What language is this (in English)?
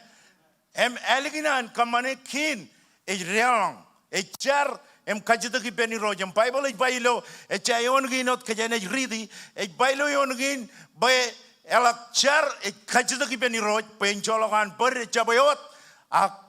Marshallese